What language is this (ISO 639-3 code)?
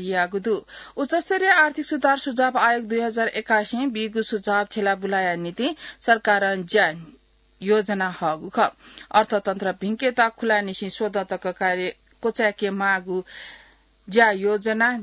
new